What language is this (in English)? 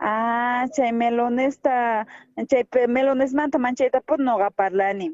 South Bolivian Quechua